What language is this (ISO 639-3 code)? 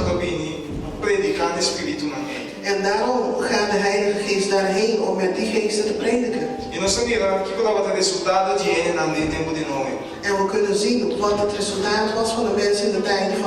pap